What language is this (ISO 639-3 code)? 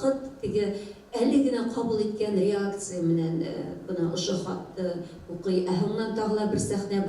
bak